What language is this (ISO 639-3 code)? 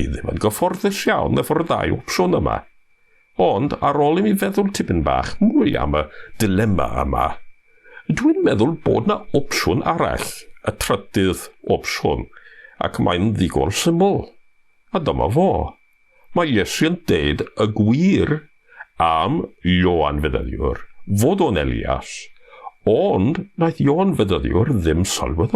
cym